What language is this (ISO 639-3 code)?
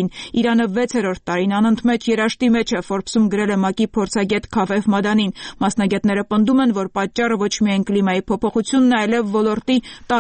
hye